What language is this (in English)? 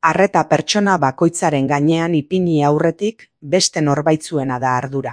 Basque